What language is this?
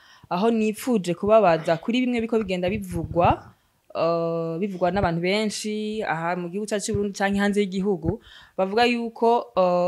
Rundi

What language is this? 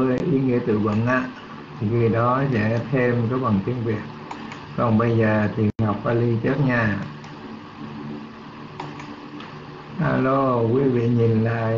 Vietnamese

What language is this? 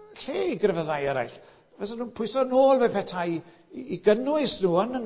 Welsh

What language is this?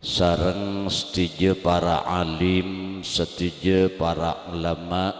Madurese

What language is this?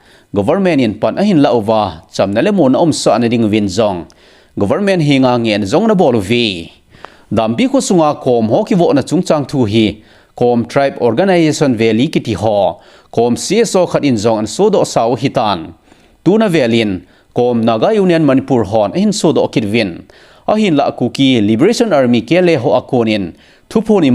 Thado Chin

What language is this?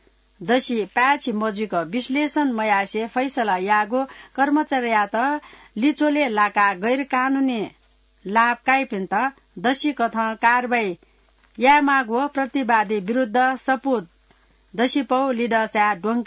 Newari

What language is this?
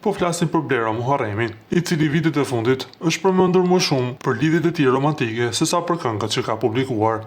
Albanian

